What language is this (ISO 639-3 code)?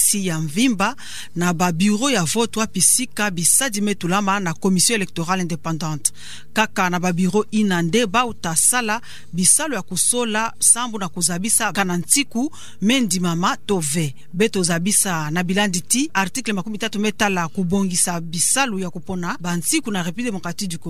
ktu